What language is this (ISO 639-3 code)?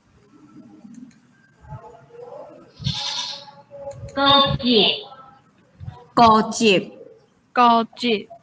hak